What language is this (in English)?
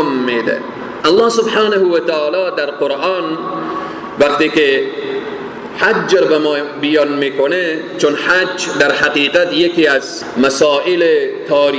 Persian